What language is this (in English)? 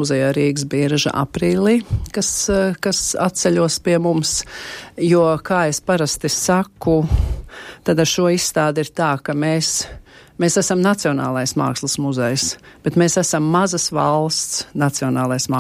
Latvian